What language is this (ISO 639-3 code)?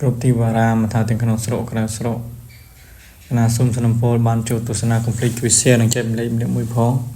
khm